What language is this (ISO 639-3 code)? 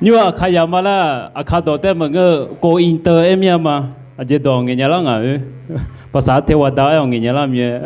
ahk